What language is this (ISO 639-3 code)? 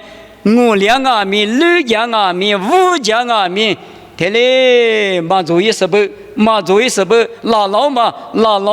lis